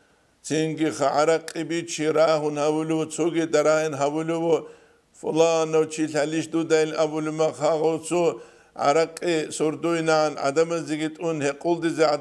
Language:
Avaric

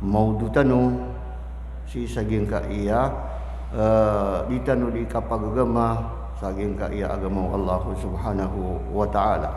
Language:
Maranao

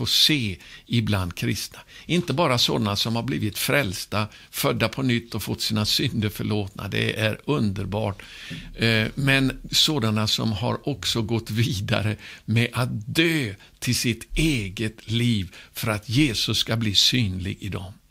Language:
Swedish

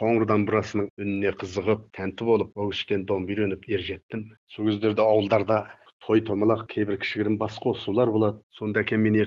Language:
Kazakh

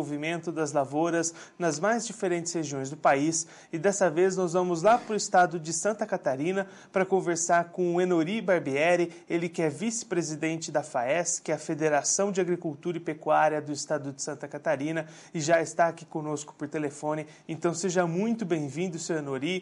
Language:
Portuguese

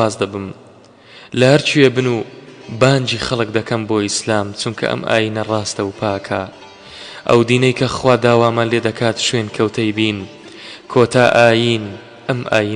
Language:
Central Kurdish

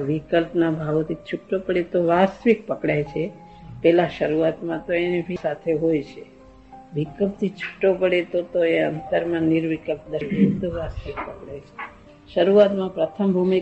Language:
Gujarati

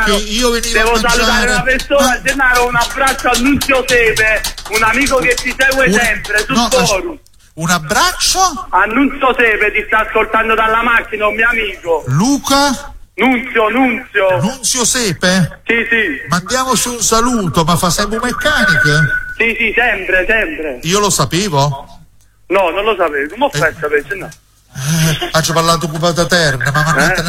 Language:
Italian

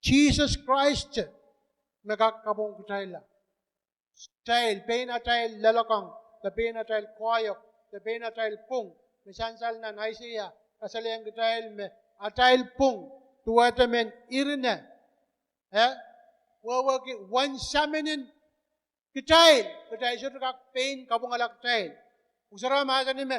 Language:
Pohnpeian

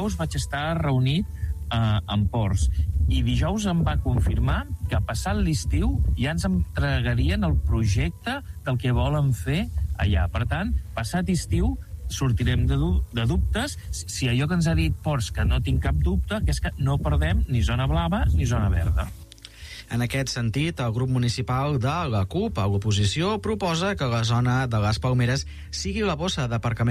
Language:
Catalan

